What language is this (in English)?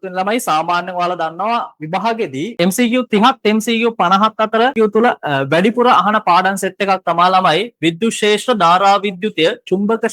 Sinhala